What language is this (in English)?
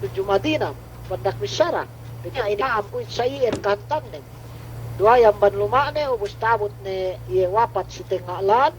Yakan